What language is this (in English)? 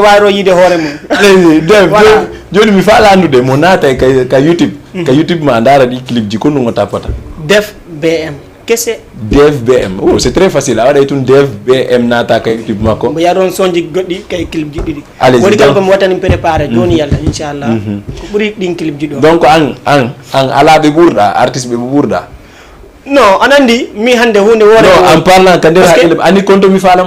Fula